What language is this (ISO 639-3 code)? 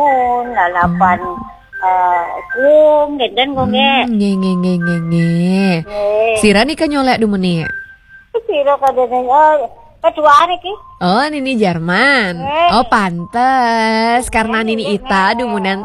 ban